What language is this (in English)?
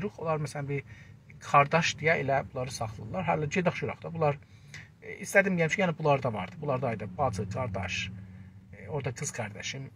South Azerbaijani